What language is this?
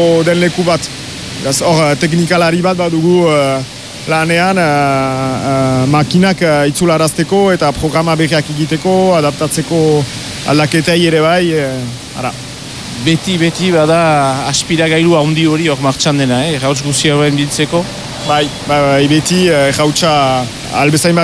Basque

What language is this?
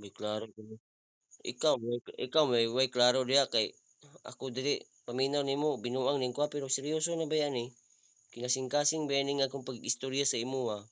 Cebuano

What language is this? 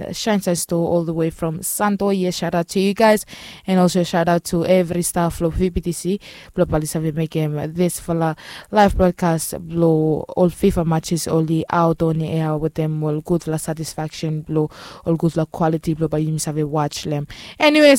Bislama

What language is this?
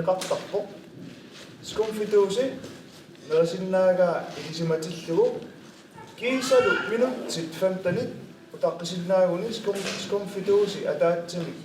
Kalaallisut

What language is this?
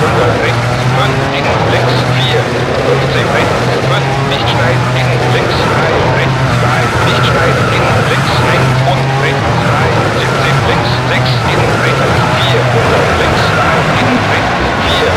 Bavarian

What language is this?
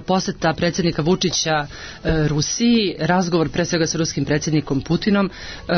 Serbian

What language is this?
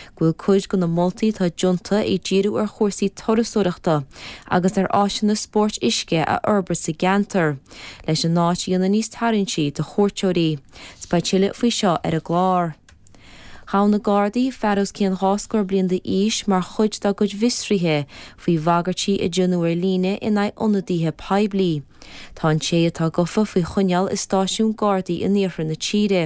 Irish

